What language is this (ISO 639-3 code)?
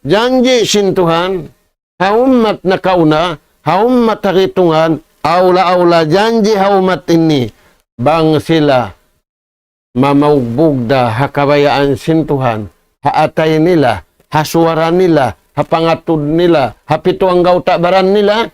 tsg